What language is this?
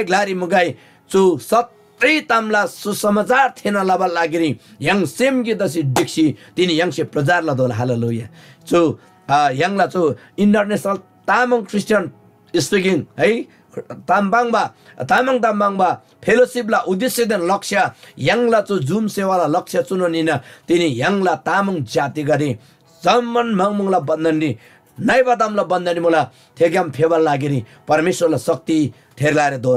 Eastern Tamang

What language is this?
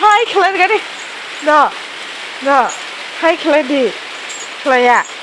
Kok Borok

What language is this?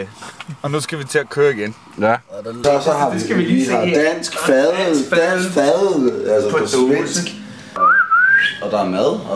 Danish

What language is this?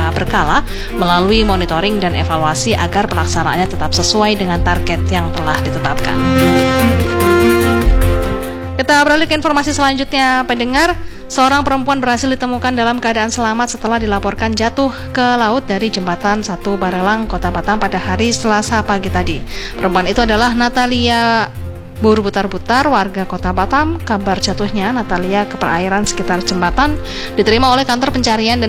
Indonesian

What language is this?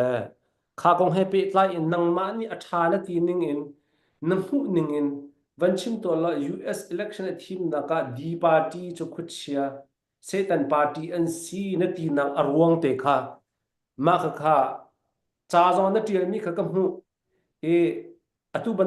Falam Chin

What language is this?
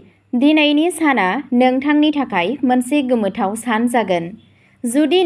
Bodo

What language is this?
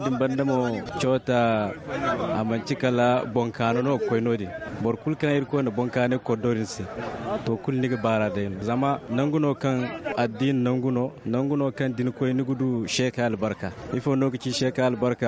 Zarma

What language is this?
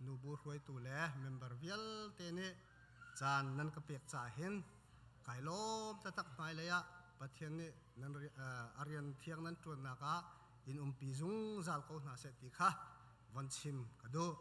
Hakha Chin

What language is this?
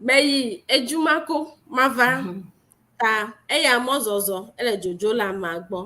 Ewe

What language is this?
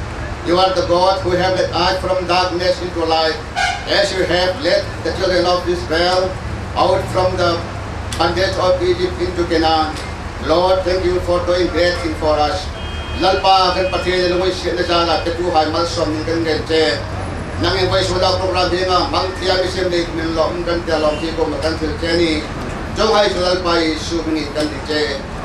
Hmar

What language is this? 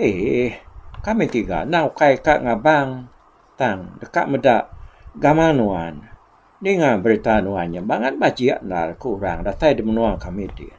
Iban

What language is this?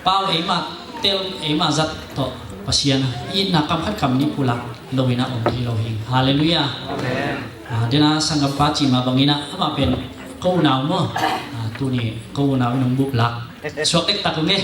Tedim Chin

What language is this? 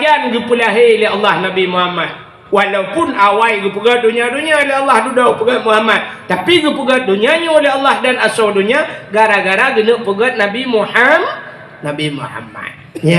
Achinese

